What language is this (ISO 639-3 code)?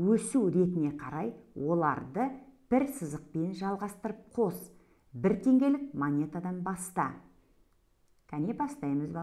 kaz